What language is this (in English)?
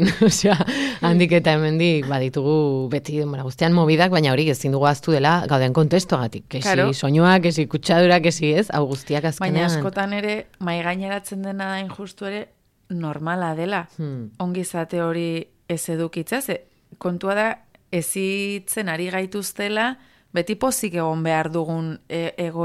Basque